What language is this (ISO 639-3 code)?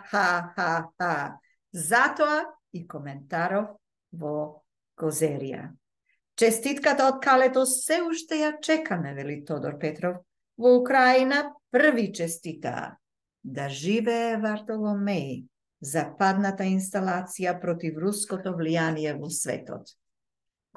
mkd